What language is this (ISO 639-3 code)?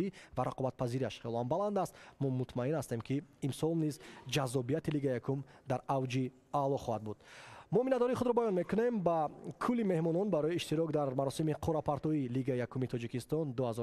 tgk